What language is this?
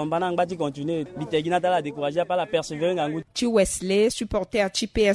Sango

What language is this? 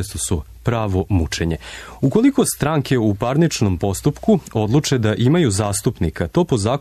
Serbian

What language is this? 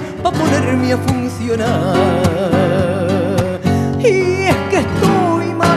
Spanish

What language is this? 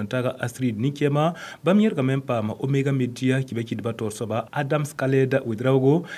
Mossi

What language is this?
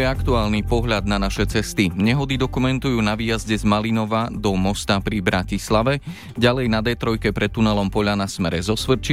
Slovak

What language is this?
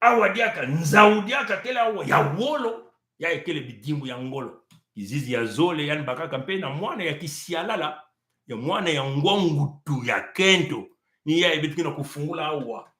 Kituba (Congo)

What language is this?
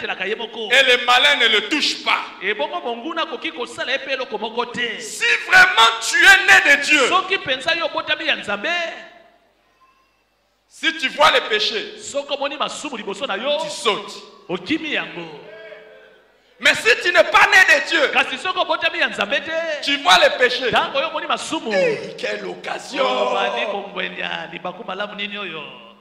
French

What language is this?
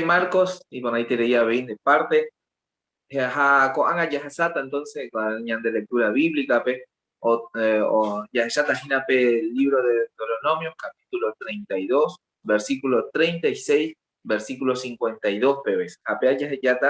Guarani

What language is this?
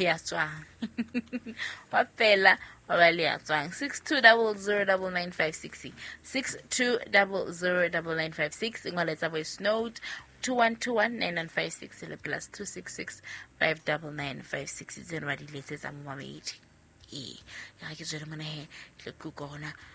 Southern Sotho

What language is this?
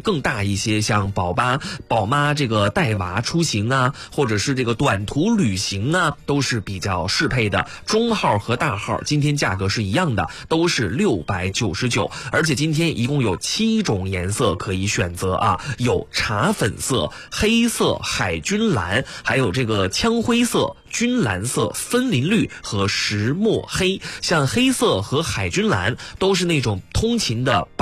Chinese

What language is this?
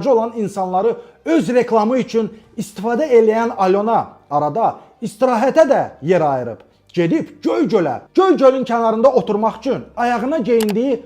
Azerbaijani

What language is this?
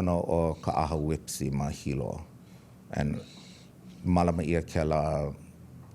Hawaiian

